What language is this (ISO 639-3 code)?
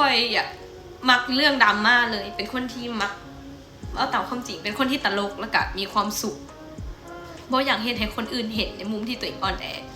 lao